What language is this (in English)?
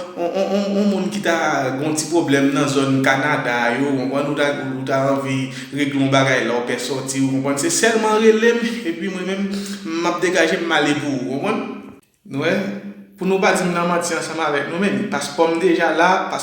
Haitian Creole